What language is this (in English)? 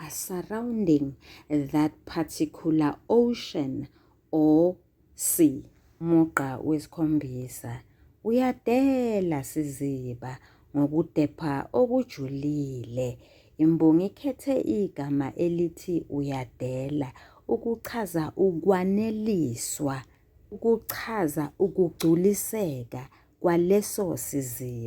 Zulu